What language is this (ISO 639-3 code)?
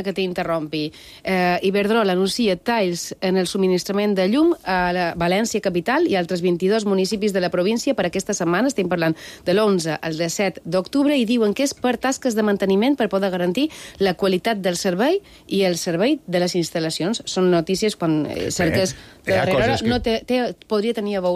cat